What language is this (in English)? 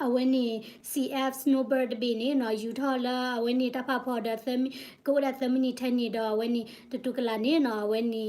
S'gaw Karen